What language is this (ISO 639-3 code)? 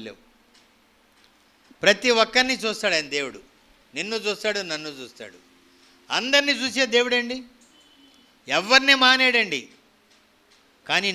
tel